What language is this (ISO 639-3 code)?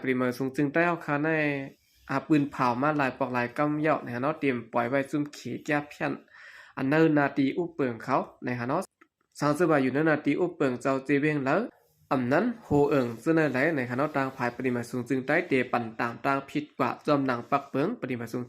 shn